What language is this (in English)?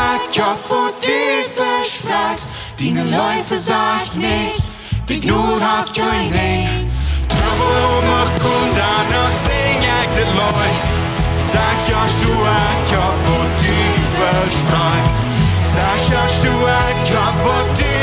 Plautdietsch